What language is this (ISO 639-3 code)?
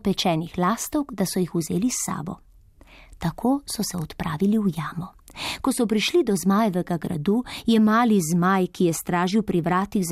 slv